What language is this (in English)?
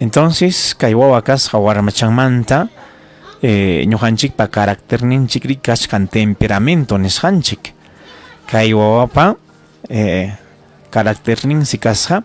Ayacucho Quechua